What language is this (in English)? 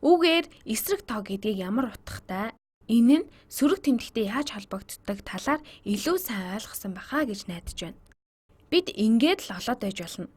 Mongolian